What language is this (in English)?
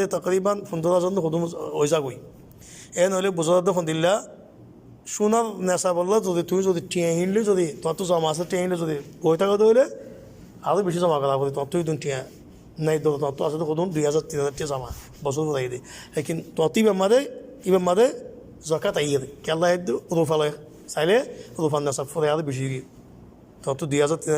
Rohingya